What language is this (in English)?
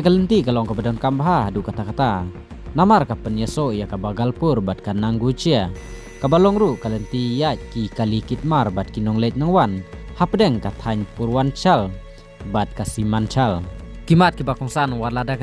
Khasi